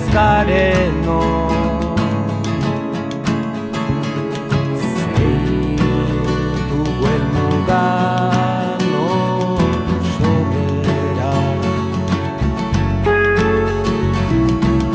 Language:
Basque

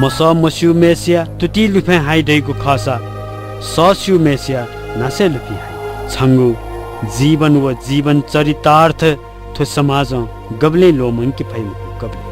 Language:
Newari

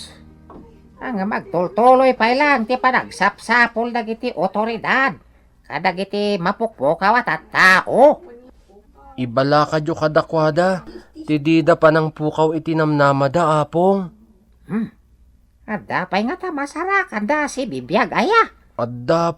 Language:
Iloko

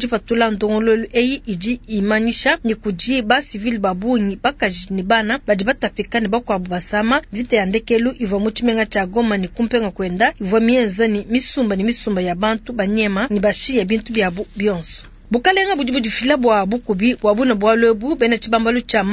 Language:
Luba-Lulua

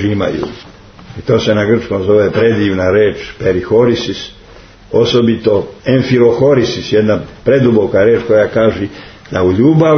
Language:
Serbian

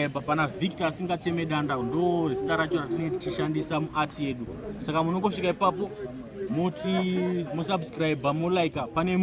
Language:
Shona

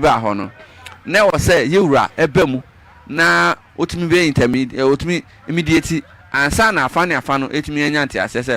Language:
Akan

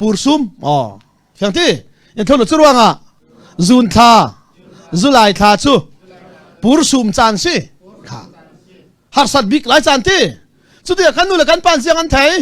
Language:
Hakha Chin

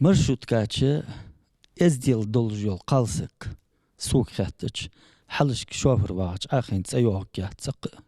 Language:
Ingush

